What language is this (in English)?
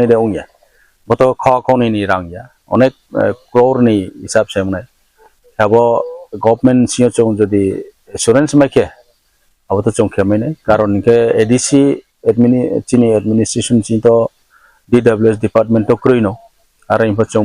Riang (India)